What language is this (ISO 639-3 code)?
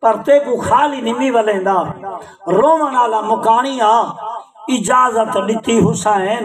skr